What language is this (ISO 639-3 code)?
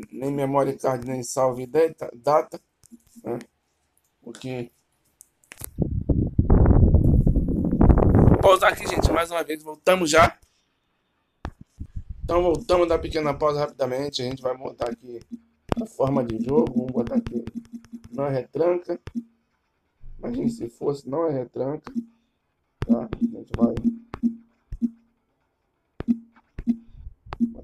por